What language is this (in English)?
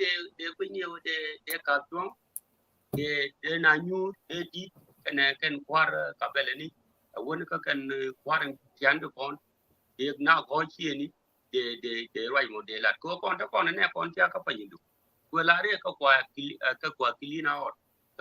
Nuer